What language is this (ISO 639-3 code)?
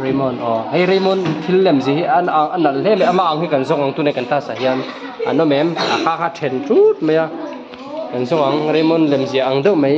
lus